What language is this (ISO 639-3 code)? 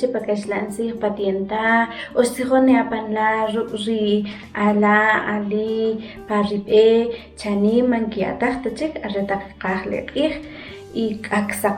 quc